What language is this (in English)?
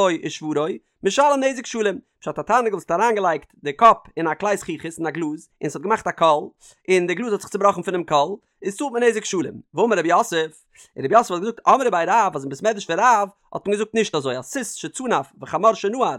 Yiddish